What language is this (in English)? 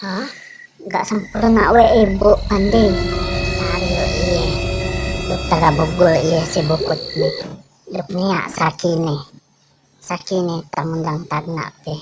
Yakan